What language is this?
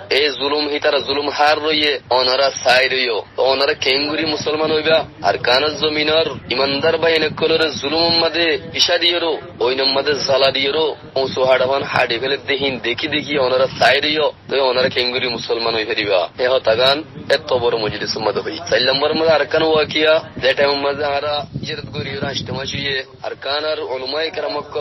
Rohingya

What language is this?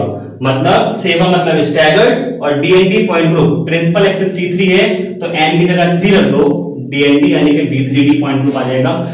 Hindi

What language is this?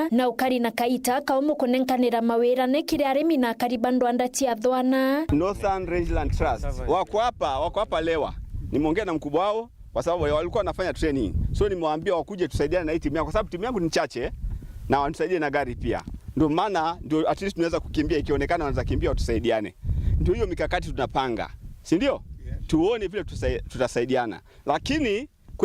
Meru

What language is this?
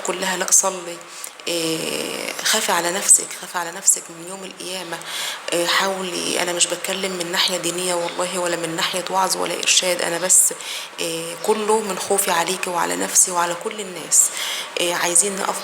Egyptian Arabic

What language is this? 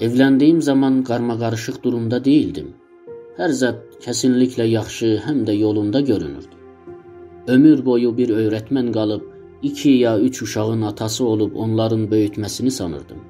South Azerbaijani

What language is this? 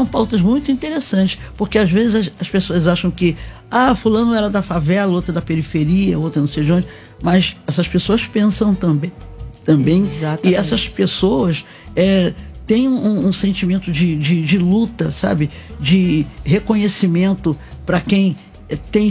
Portuguese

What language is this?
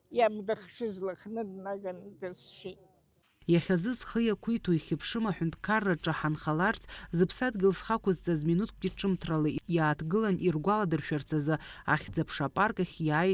Abkhazian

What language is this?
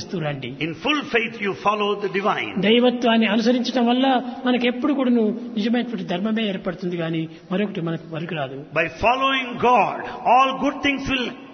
Telugu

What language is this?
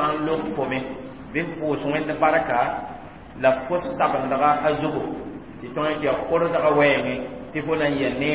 Mossi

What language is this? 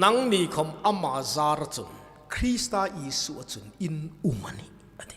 Hmar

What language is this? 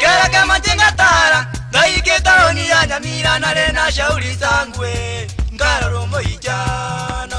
Gusii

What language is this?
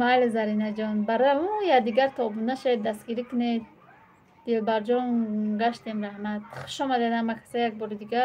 Tajik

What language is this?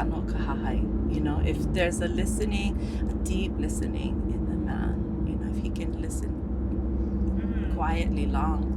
Hawaiian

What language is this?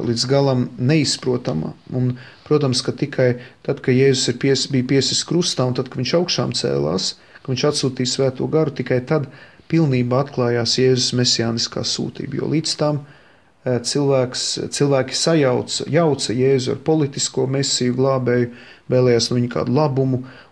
Latvian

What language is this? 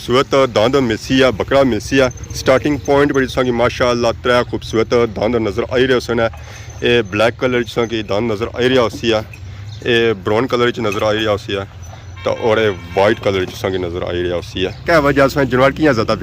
Pahari-Potwari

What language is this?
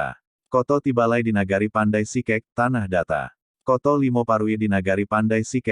Minangkabau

